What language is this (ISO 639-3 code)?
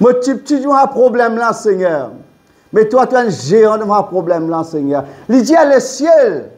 mfe